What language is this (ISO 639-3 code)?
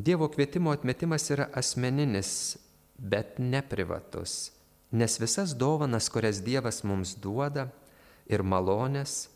lit